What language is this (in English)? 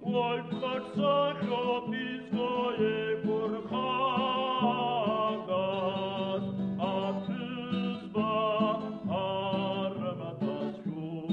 Abkhazian